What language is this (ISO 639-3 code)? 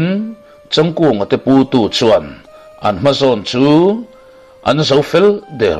lus